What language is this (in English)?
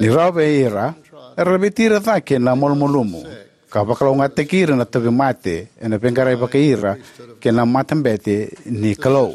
Fijian